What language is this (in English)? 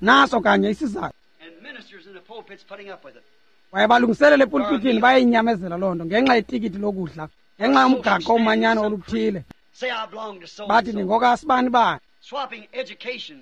Xhosa